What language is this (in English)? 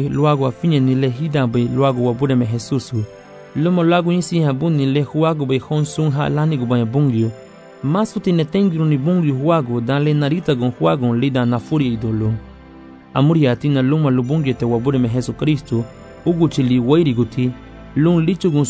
Garifuna